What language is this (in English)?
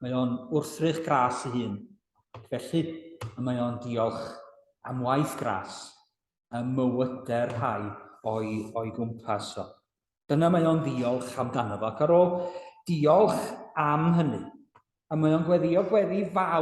Welsh